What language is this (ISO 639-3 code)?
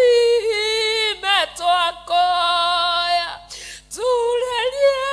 kik